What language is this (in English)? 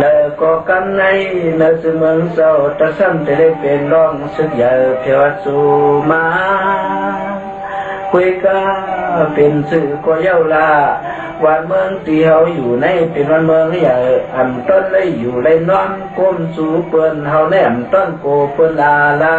Shan